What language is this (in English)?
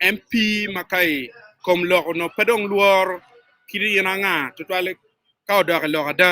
Acoli